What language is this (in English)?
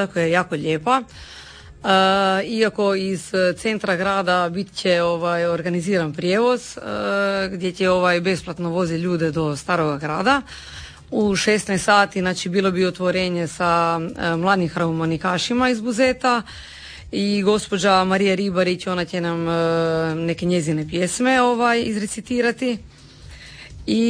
Croatian